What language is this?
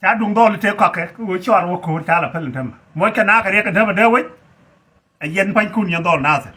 Nuer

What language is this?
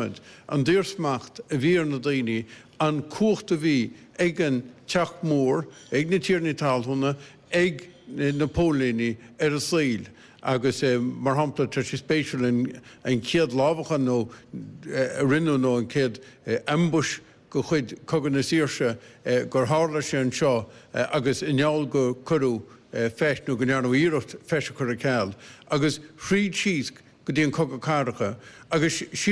Irish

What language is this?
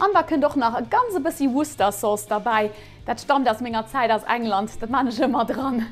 Luxembourgish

